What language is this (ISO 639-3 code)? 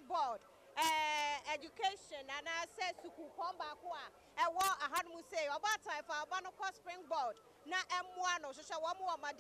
aka